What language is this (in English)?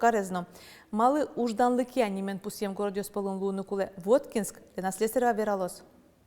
Udmurt